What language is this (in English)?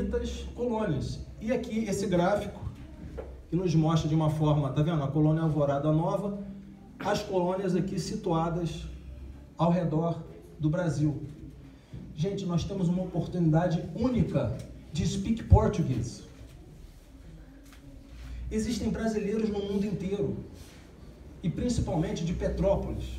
Portuguese